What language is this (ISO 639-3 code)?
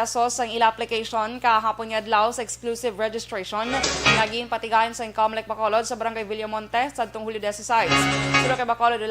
hil